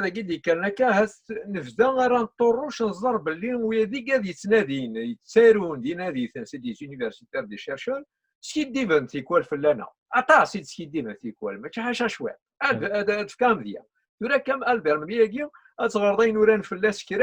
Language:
Kabyle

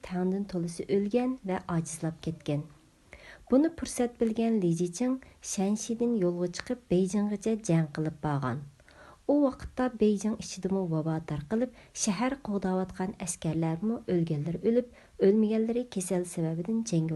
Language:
Uyghur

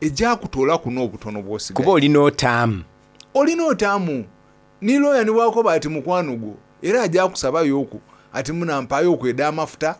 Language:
Soga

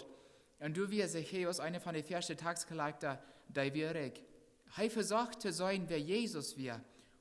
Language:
Plautdietsch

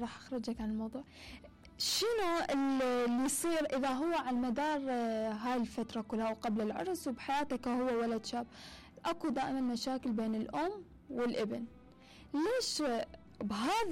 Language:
Mesopotamian Arabic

